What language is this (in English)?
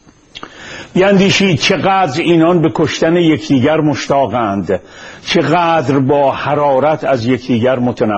Persian